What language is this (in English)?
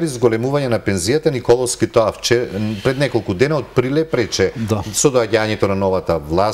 Macedonian